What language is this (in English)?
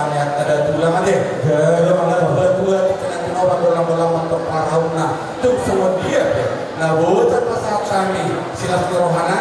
Batak Toba